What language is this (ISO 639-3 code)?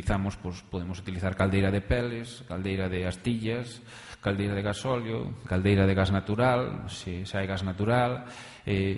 glg